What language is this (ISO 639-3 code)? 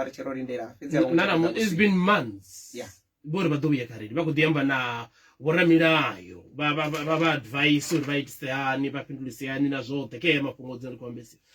ven